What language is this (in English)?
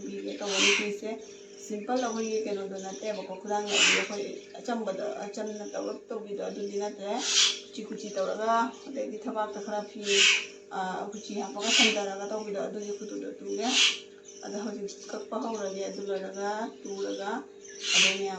Manipuri